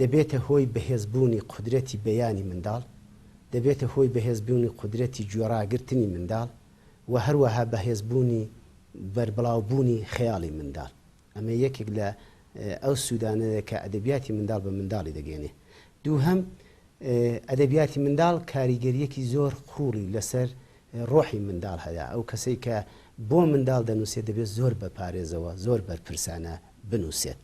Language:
Central Kurdish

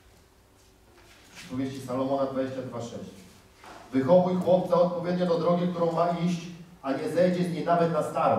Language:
Polish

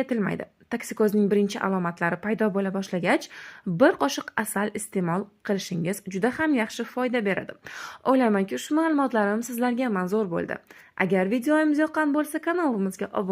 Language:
Uzbek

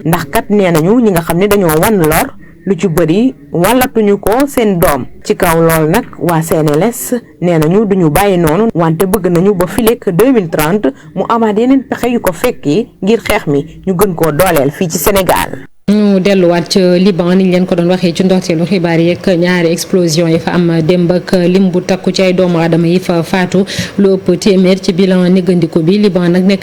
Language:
Wolof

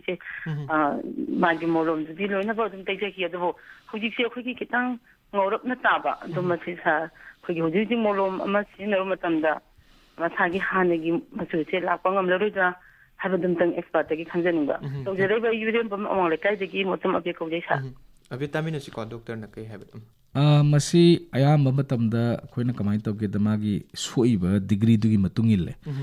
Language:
Manipuri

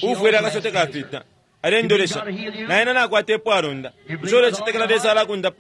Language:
Bemba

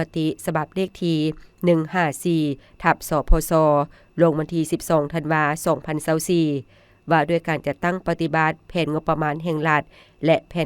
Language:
Lao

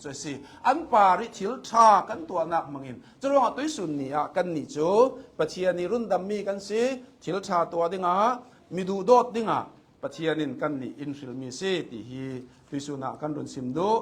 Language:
Hakha Chin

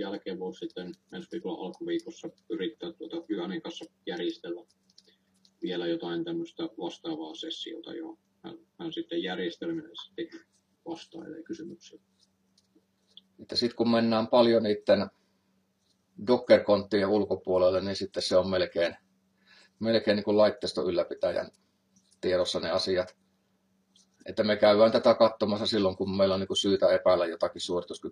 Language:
Finnish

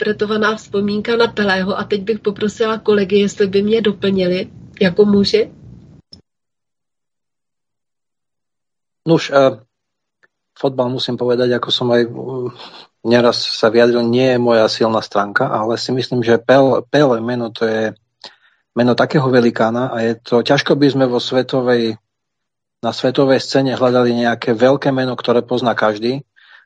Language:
Slovak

